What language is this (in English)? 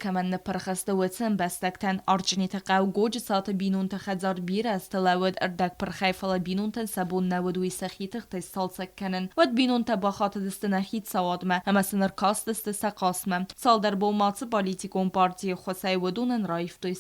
Ossetic